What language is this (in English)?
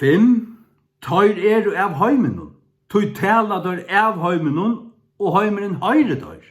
Faroese